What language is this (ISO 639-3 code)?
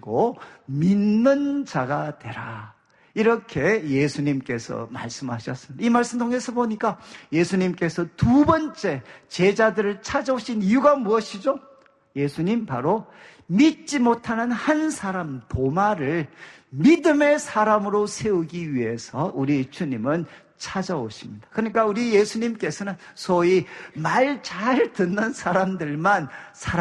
kor